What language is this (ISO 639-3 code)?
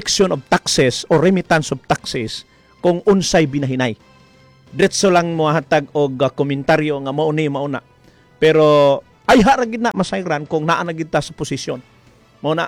ceb